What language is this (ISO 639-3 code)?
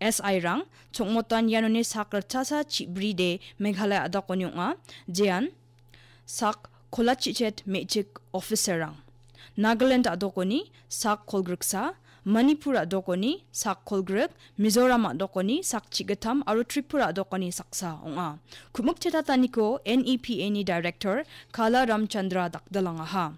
grt